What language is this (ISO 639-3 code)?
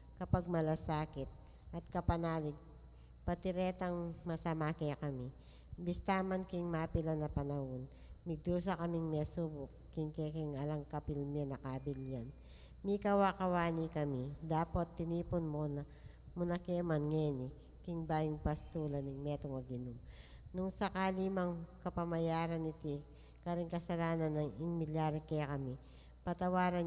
pam